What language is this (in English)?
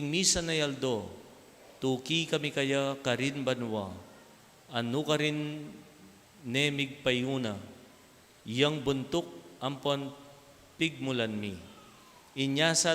Pampanga